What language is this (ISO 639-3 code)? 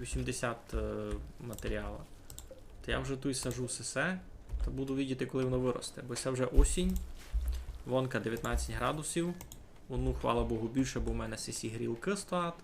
rue